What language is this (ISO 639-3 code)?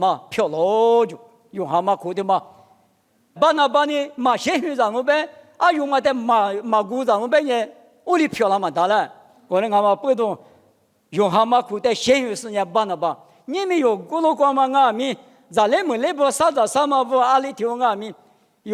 lis